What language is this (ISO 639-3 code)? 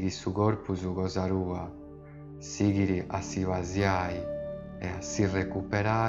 srd